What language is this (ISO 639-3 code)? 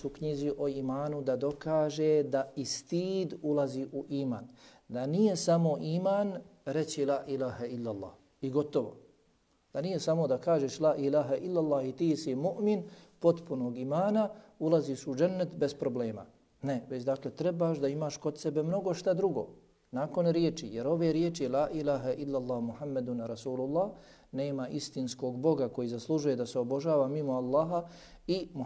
bos